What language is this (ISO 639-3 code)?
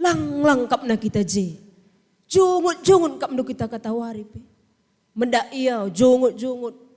btx